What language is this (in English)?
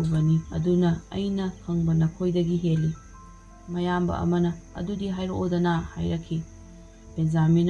Manipuri